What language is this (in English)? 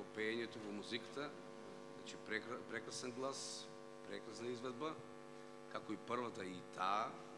Macedonian